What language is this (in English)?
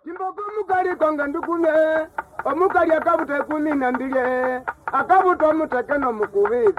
Nande